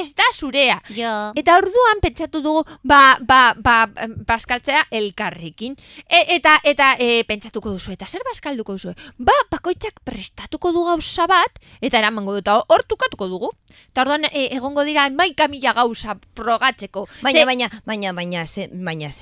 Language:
Basque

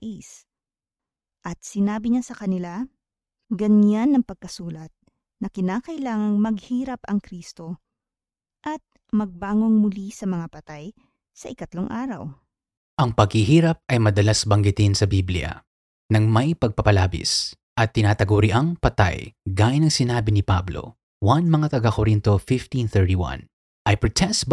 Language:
Filipino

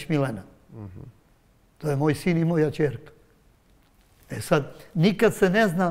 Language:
Serbian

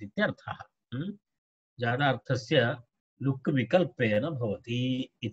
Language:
Sanskrit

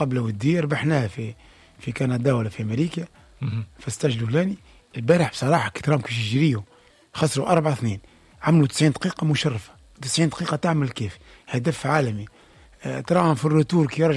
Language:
Tunisian Arabic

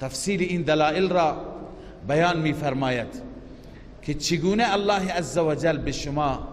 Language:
Persian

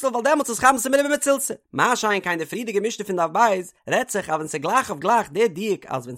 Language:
Yiddish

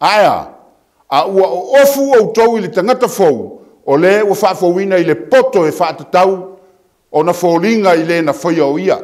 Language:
Samoan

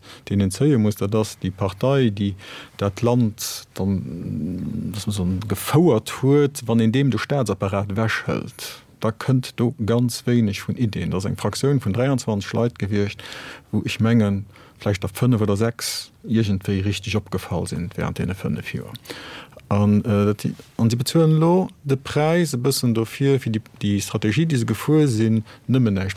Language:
Luxembourgish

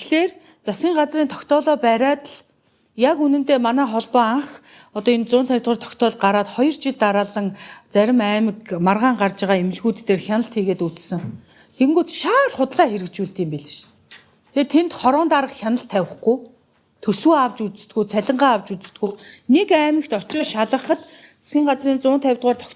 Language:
Mongolian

